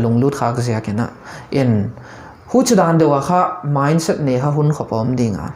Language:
Paite Chin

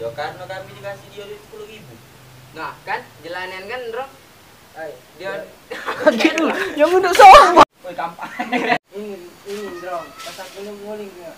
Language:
Musi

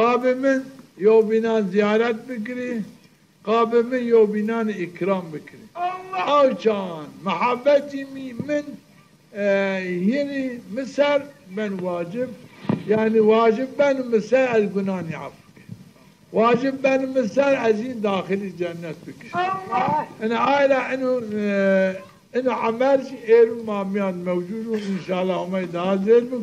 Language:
Zaza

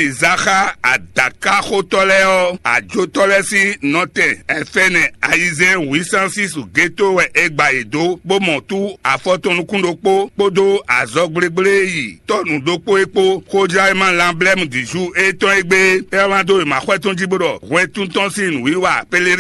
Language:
Fon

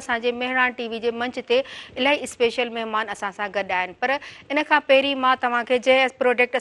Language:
Sindhi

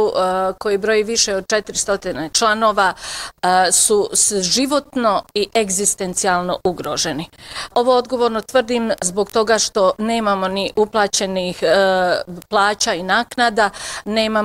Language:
Bosnian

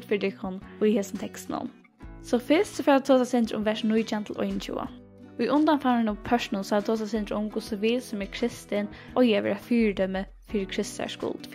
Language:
Faroese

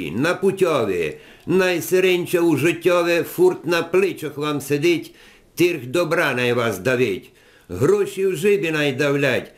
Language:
Rusyn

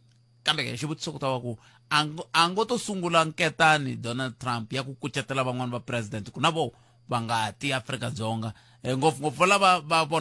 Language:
Tsonga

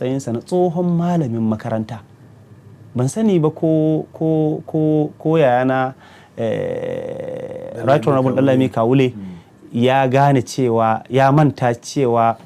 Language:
Hausa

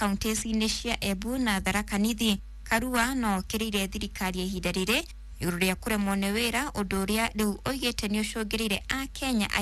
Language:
Kikuyu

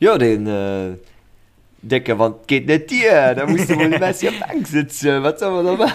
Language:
Luxembourgish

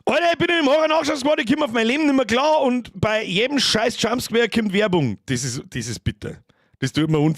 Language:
Bavarian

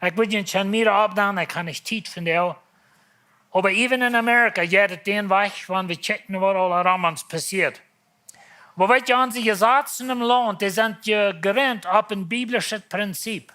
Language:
Plautdietsch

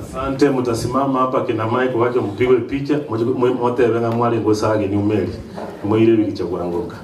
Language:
Gusii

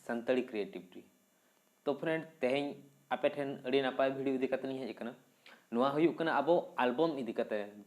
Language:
Santali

